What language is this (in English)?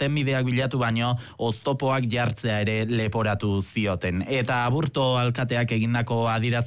Basque